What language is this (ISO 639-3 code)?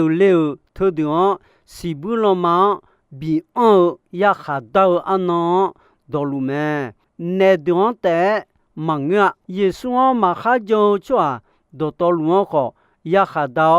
ahk